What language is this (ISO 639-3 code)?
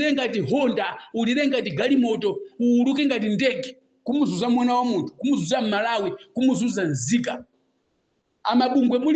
nya